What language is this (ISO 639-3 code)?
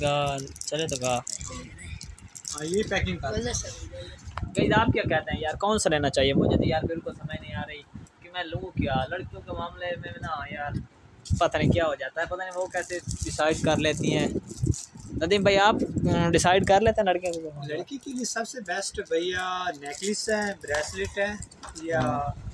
hin